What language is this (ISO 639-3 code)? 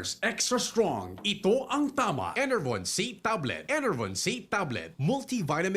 bik